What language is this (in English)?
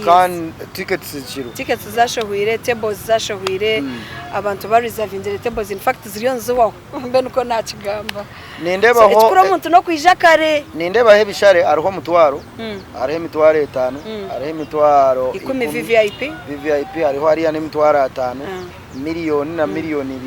Nyankole